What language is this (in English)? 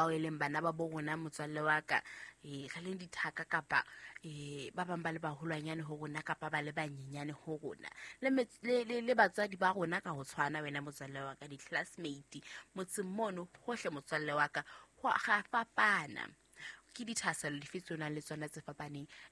Southern Sotho